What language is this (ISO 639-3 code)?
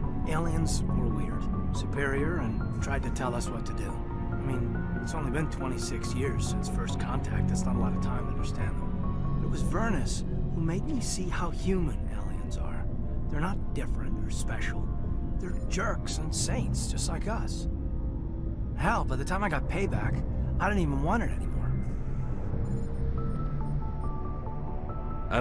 eng